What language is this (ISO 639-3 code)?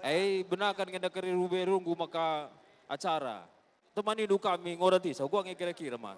btx